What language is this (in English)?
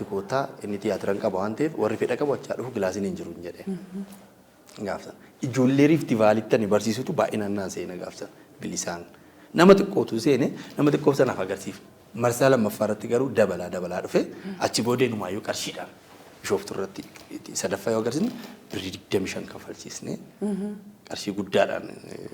Oromo